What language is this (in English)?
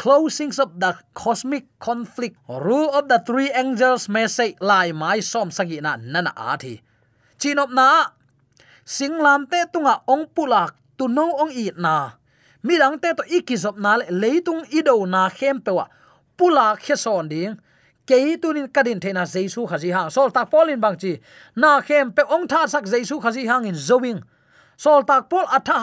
Tedim Chin